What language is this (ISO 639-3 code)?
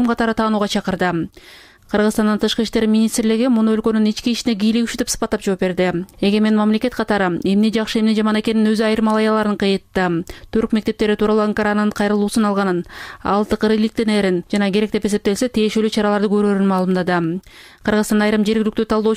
kir